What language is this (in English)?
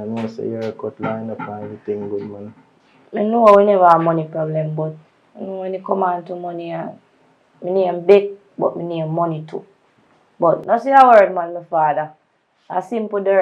Jamaican Creole English